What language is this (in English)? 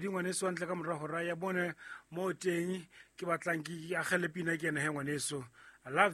Southern Sotho